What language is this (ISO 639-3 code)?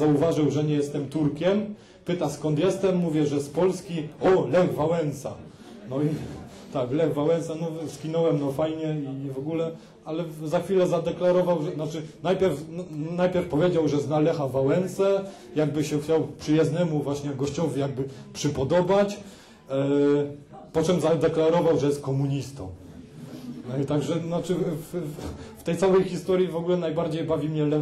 pol